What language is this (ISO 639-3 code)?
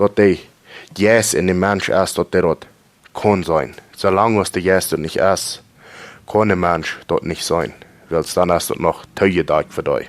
pdt